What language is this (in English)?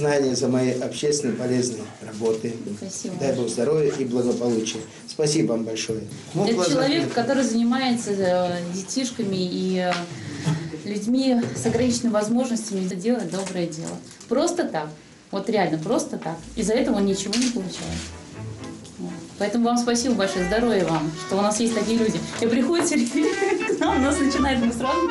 Russian